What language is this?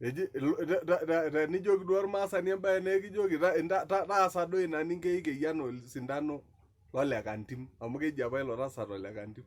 Masai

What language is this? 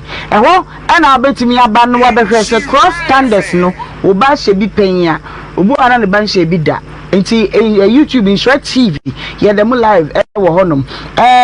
Akan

